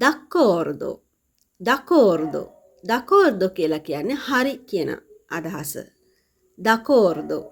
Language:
Sinhala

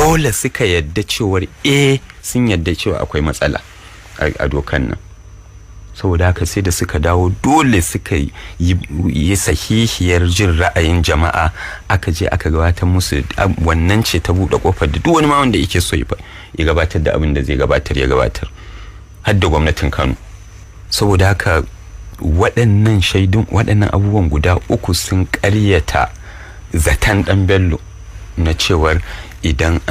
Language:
Hausa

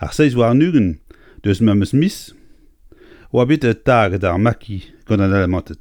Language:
Breton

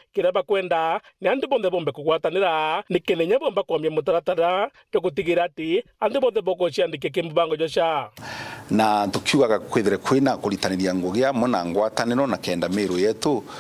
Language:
Meru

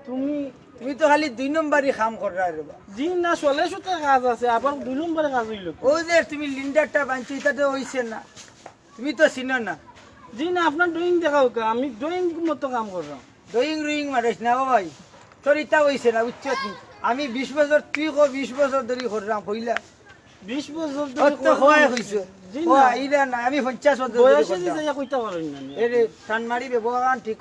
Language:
Sylheti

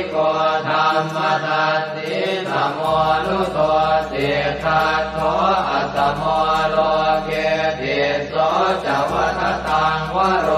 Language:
Pali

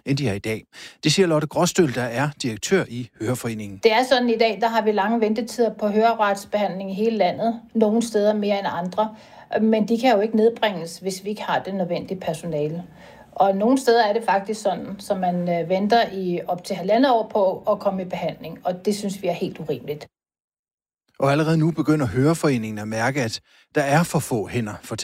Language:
Danish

